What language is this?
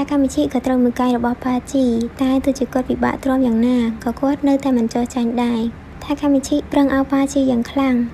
Khmer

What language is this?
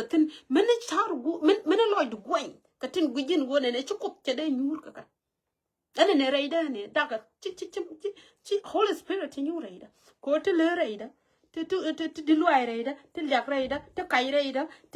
Nuer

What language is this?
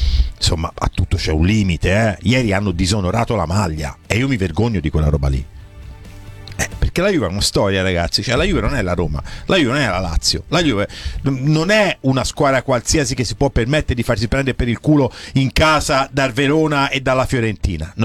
Italian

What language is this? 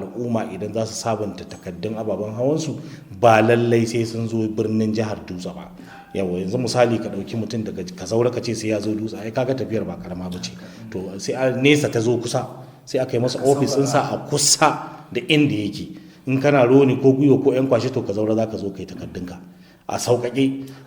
Hausa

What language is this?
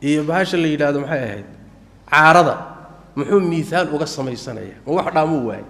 Somali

